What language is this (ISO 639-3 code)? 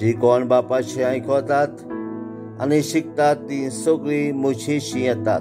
kok